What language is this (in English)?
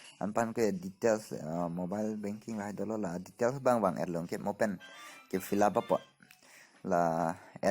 Karbi